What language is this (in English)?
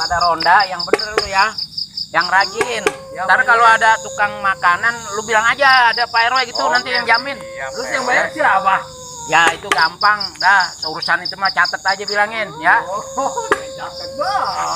Betawi